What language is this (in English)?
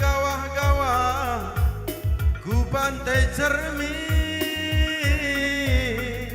Batak Karo